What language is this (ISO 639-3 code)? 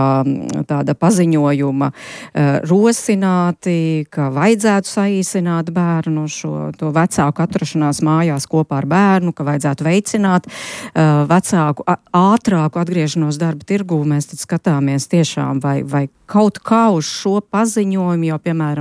lav